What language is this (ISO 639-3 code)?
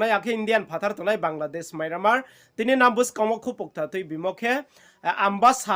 ria